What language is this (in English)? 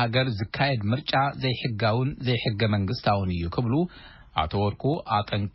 Tigrinya